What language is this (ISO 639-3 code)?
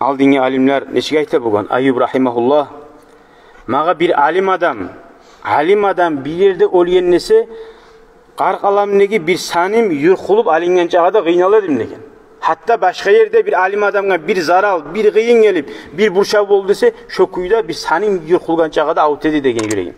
kum